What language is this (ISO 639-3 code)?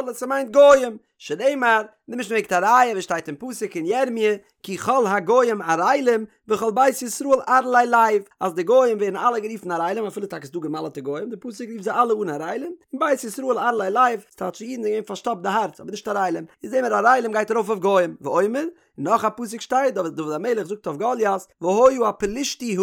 yid